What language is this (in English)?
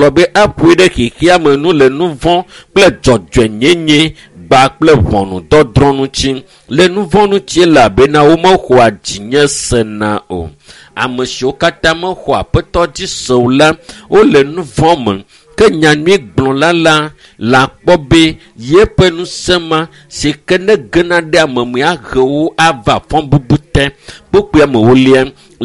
Ewe